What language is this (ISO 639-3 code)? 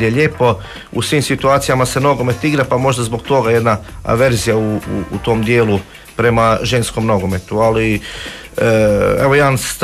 hrv